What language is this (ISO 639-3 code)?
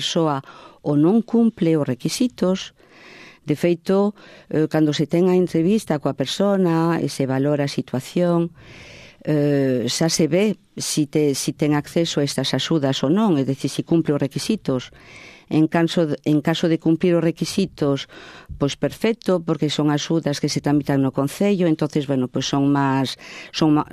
glg